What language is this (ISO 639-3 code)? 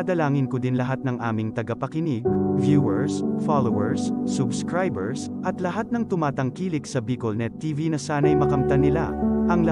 bik